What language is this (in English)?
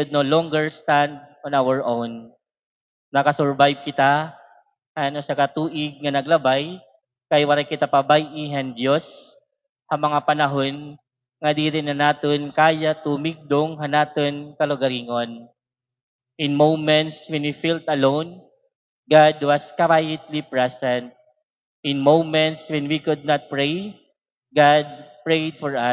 Waray